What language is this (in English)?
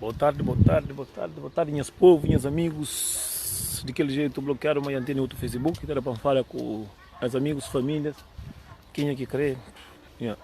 Kabuverdianu